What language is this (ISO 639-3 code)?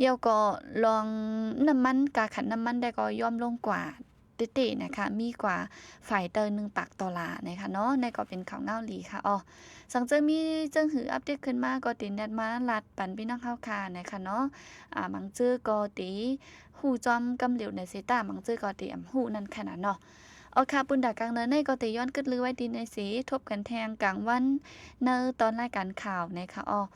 shn